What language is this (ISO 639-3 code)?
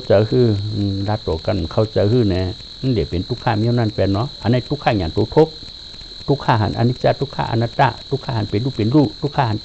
shn